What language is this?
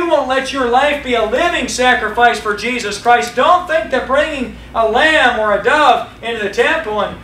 English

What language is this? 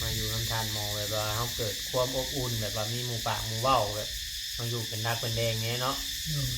Northeastern Thai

